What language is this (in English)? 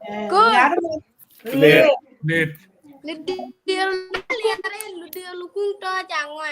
Acoli